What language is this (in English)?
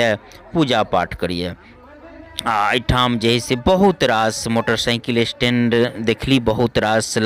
Maithili